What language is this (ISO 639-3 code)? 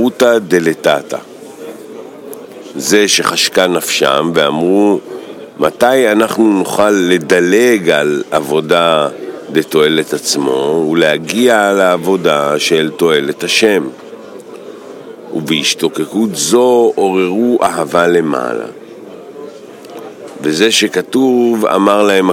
heb